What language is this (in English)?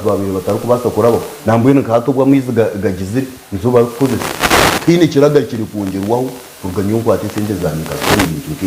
Nyankole